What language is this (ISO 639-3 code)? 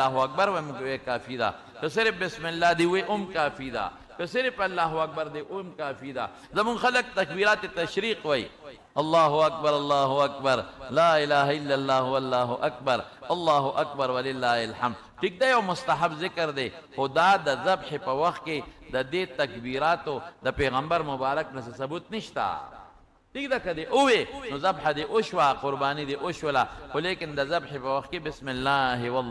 pus